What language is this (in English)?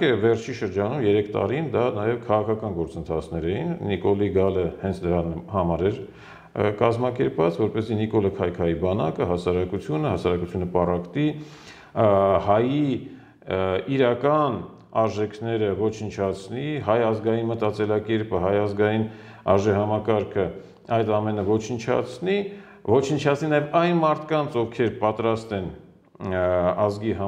Armenian